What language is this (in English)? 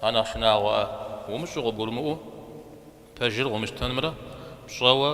Kabardian